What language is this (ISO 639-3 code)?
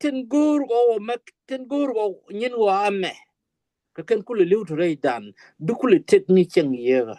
nus